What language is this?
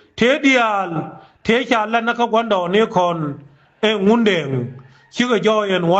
Nuer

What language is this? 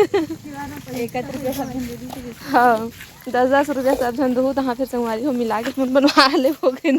Chhattisgarhi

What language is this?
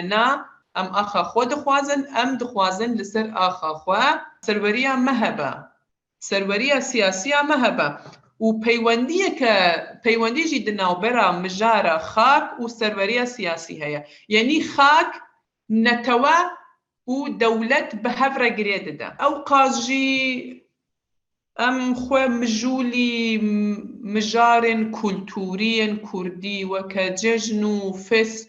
Kurdish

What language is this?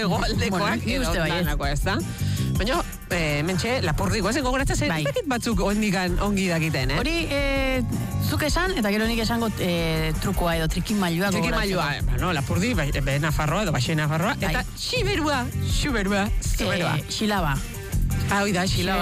Basque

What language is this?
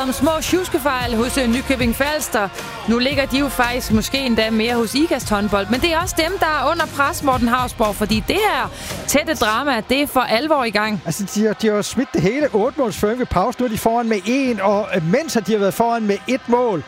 Danish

